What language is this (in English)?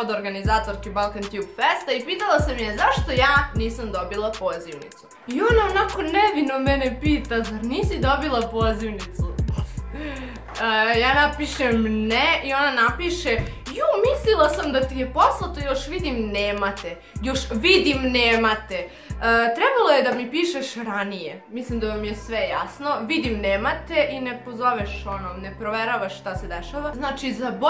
Serbian